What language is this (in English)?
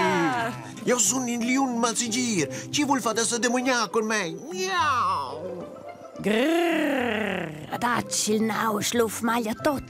Romansh